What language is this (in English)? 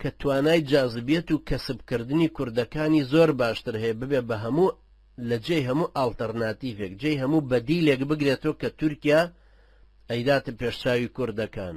Central Kurdish